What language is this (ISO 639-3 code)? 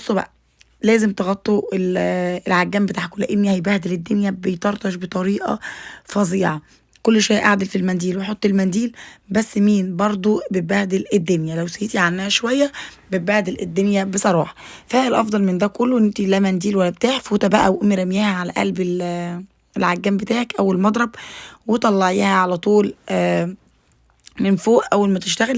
arz